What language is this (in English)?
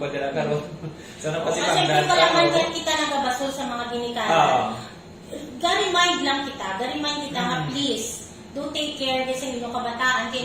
Hiligaynon